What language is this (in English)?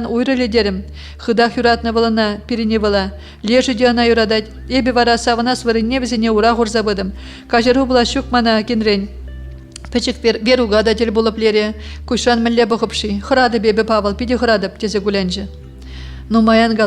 Chuvash